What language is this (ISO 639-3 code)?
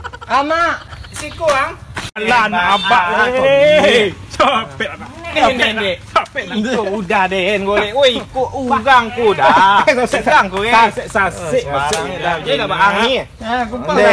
min